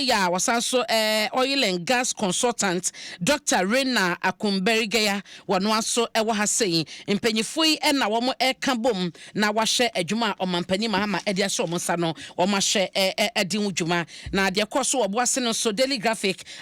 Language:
Akan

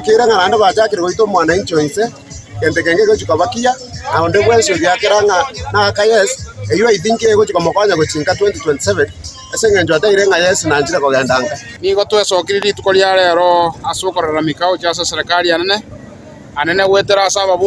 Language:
Gusii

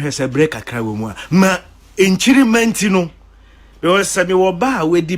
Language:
Akan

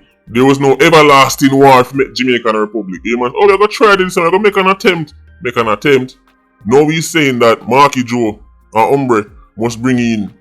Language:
Jamaican Creole English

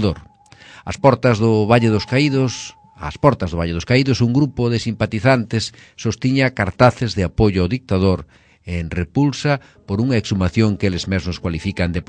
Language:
Galician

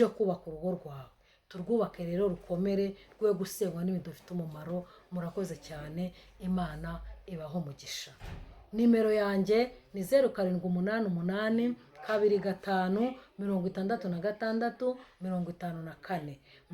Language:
Kinyarwanda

